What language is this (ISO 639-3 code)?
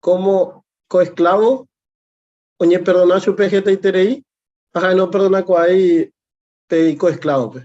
grn